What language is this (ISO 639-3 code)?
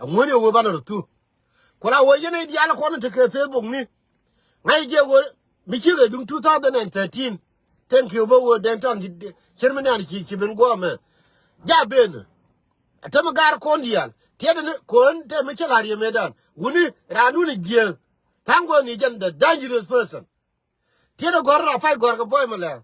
nus